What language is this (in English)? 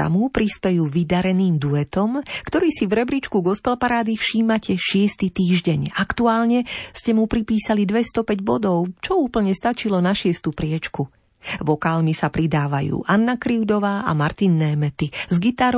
Slovak